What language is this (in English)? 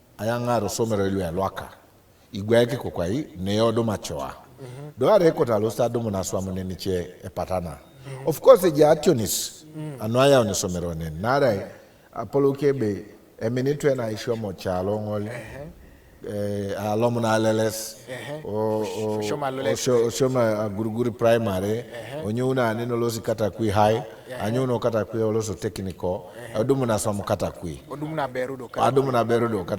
Teso